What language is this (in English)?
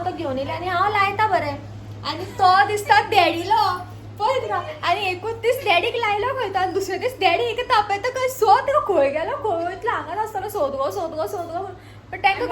Konkani